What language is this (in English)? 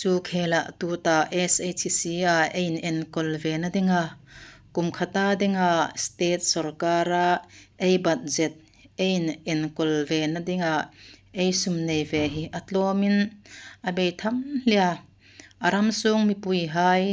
Hmar